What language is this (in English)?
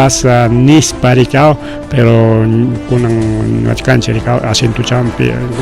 Ayacucho Quechua